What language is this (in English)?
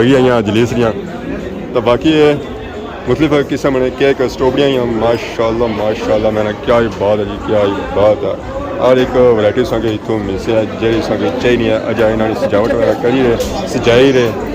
Pahari-Potwari